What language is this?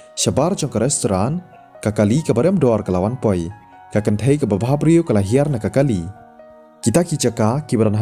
Khasi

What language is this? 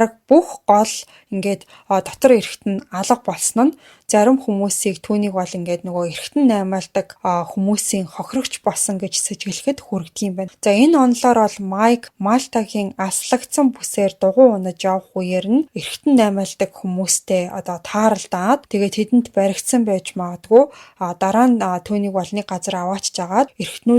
Mongolian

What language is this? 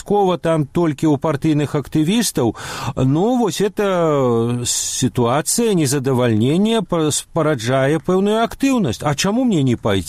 Belarusian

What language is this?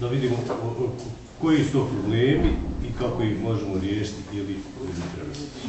Bosnian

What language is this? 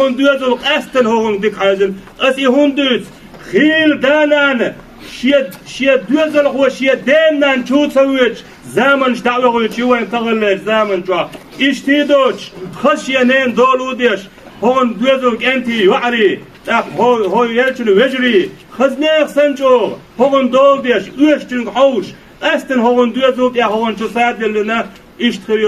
Chechen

